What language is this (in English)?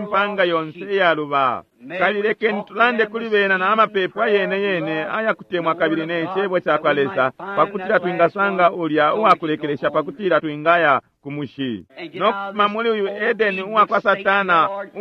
Bemba